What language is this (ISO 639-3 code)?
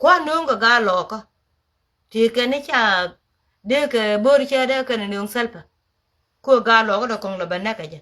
nus